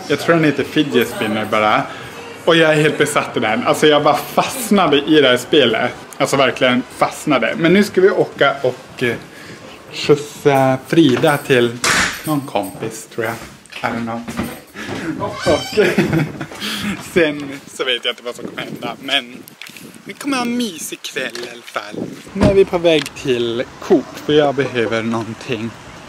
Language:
Swedish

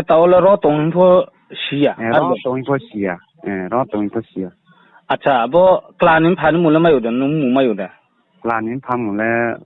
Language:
Riang (India)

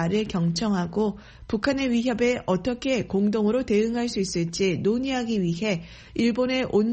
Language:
Korean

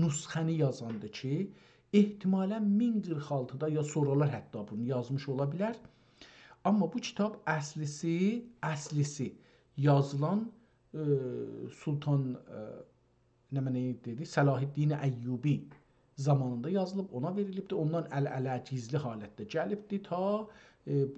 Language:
South Azerbaijani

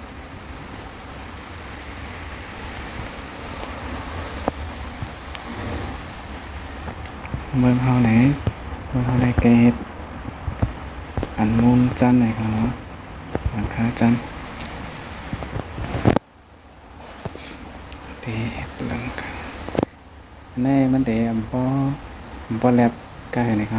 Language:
Thai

